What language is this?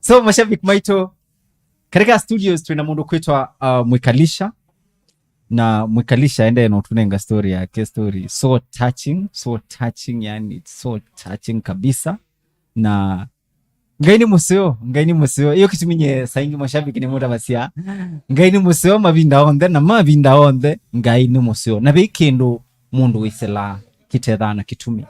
Kamba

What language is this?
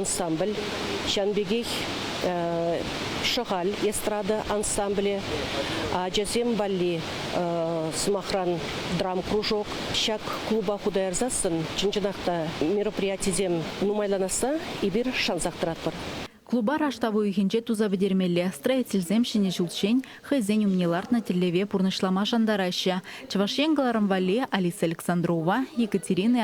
Chuvash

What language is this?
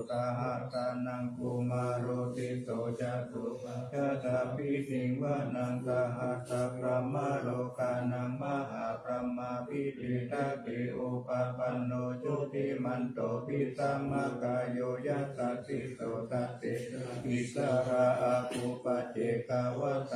Pali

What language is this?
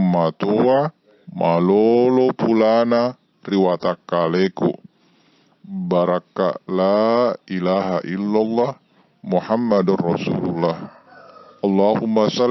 Buginese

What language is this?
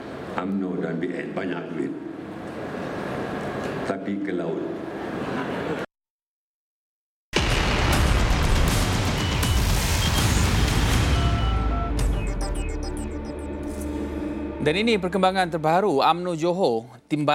Malay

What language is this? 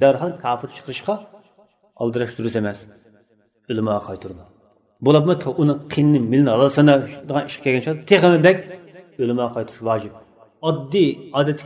Uyghur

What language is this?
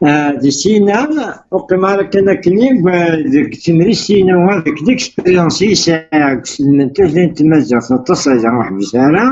Kabyle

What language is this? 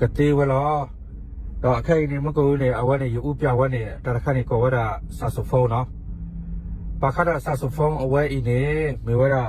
S'gaw Karen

